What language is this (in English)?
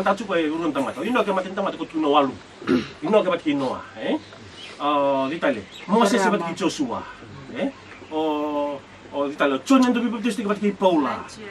Fijian